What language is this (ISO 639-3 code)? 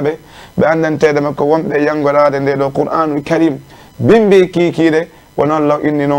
ful